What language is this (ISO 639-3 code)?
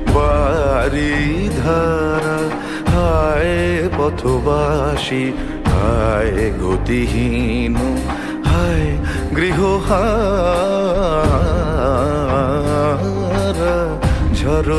ben